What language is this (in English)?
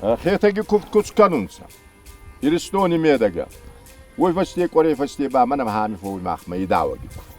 Ossetic